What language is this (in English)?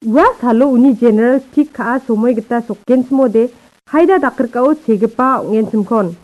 Garo